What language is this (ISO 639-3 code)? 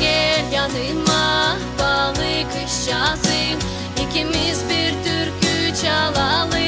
gag